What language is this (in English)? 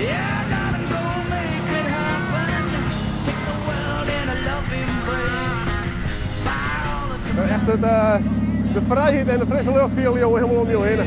Western Frisian